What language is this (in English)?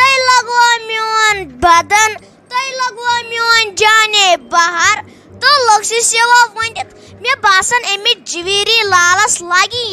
Kashmiri